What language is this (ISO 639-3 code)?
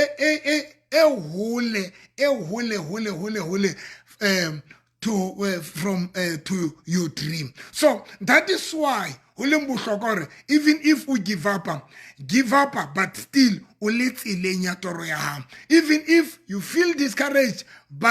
sot